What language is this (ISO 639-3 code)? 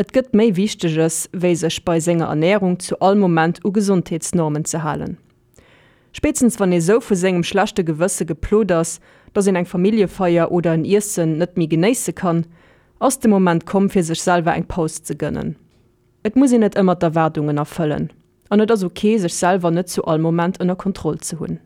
ltz